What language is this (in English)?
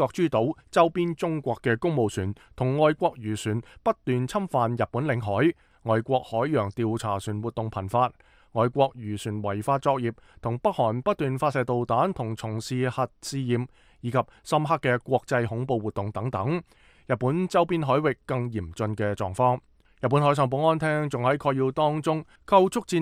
Cantonese